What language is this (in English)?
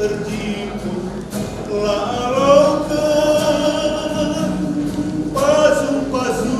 Batak Karo